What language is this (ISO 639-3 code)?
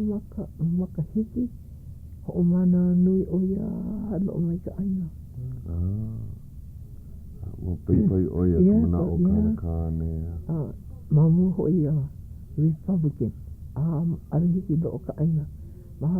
haw